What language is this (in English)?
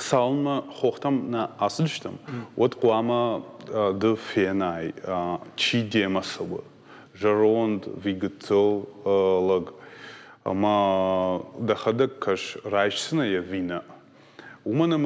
Ossetic